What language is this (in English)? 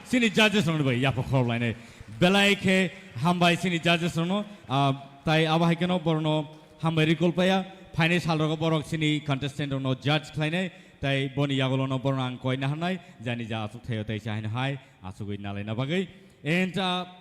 Kok Borok